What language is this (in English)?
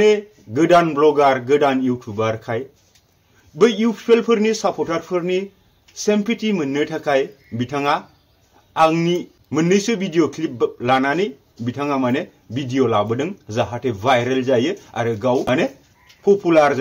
Bodo